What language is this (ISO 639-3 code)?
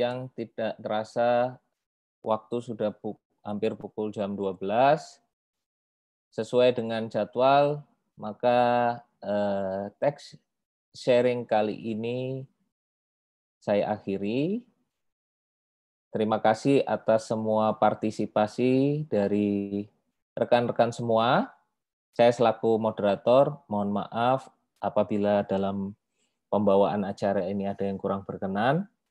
ind